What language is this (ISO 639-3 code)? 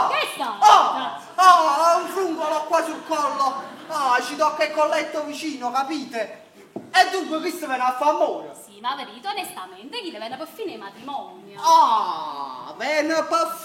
nap